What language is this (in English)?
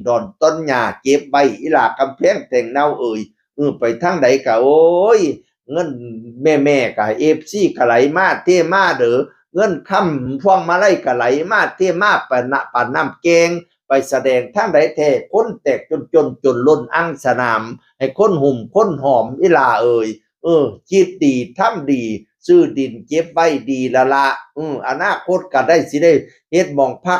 Northeastern Thai